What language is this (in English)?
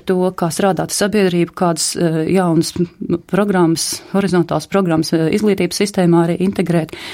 Latvian